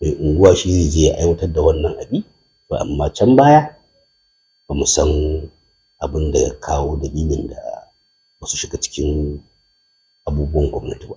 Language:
Hausa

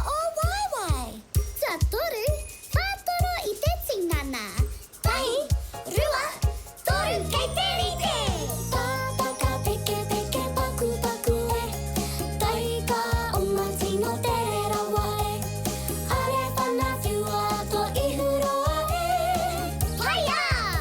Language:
Māori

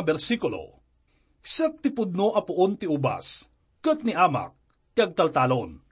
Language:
Iloko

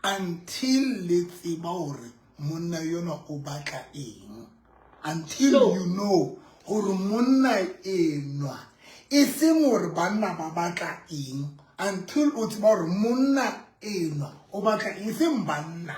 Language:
Southern Sotho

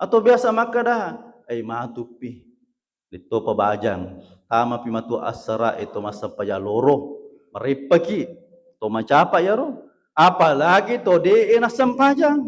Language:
Buginese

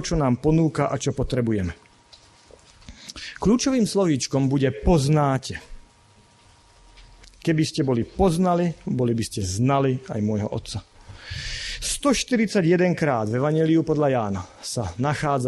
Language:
Slovak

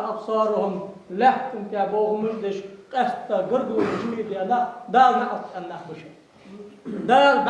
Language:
Ingush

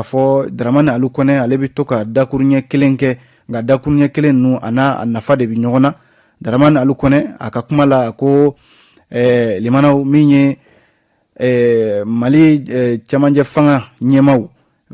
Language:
Bambara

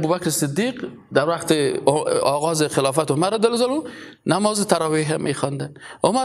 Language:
Persian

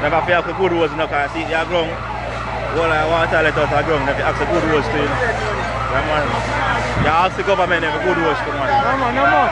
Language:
Jamaican Creole English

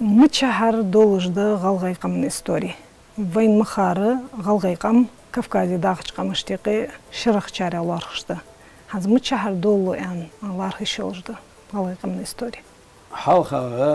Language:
Ingush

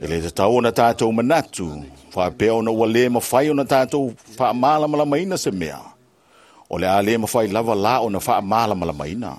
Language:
Samoan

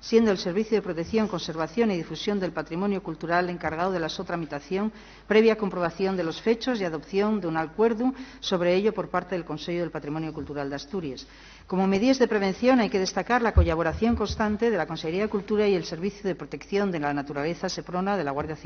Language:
Asturian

